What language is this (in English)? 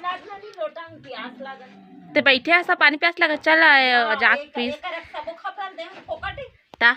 Chhattisgarhi